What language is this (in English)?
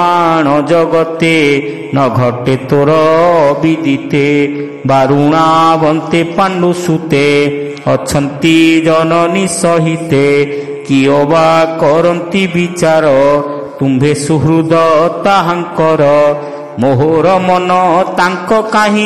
Odia